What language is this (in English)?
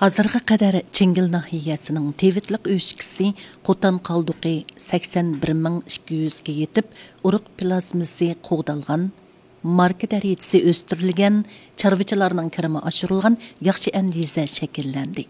Uyghur